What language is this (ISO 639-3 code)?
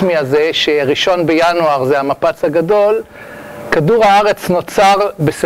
heb